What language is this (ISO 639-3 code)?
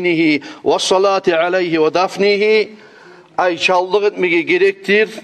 kum